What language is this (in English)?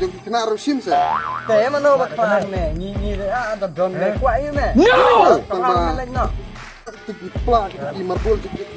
Khasi